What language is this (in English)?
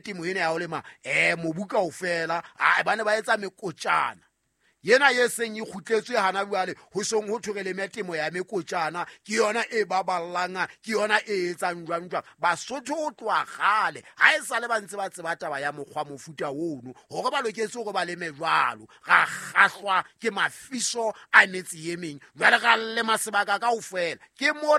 Southern Sotho